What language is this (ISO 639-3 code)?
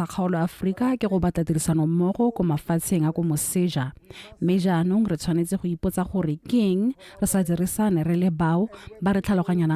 tsn